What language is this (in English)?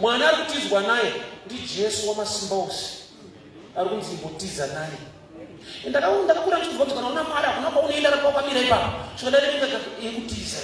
Shona